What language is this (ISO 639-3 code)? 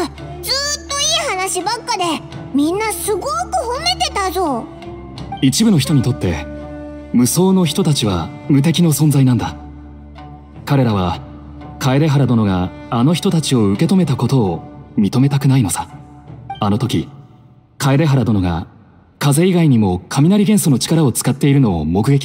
jpn